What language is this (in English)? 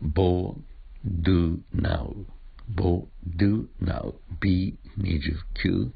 Esperanto